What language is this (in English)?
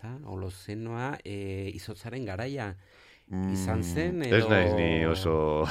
Basque